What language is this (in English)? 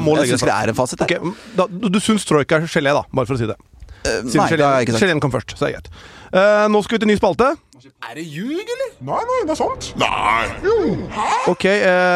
Norwegian